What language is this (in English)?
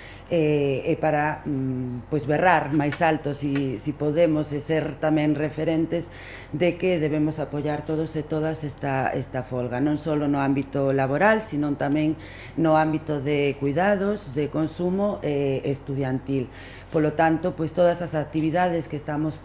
Galician